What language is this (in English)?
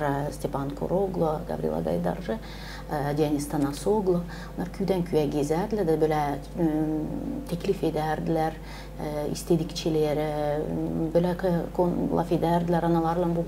Gagauz